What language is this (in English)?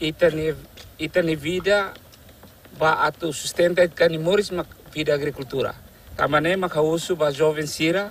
Tetum